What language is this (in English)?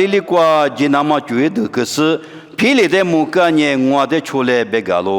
Lisu